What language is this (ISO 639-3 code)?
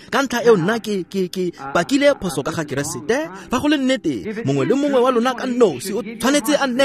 tsn